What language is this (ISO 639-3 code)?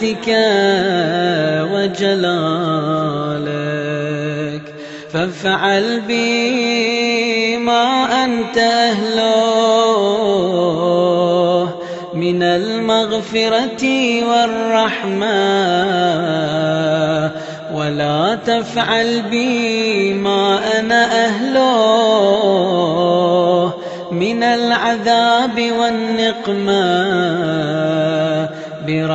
ara